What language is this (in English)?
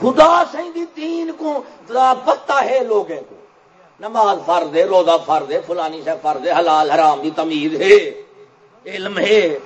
Saraiki